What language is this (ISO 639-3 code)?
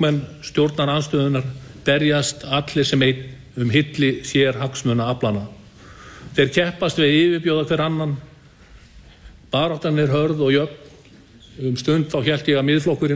isl